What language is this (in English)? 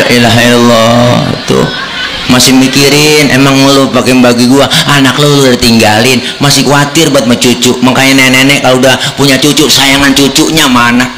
Betawi